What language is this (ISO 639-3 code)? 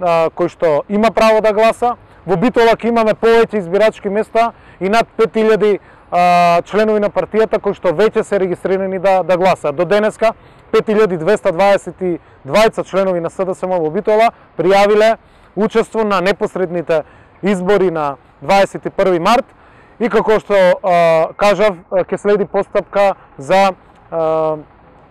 mkd